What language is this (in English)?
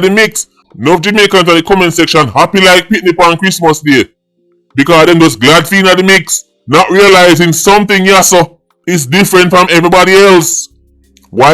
Jamaican Creole English